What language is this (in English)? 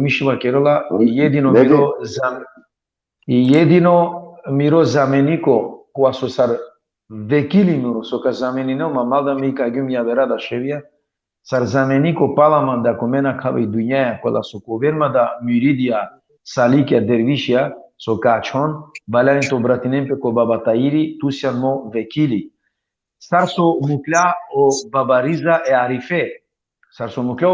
Balkan Romani